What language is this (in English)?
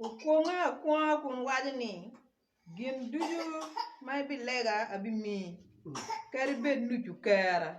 Acoli